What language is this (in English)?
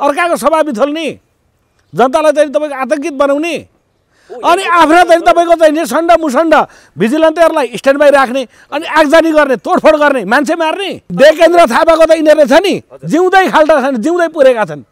Nepali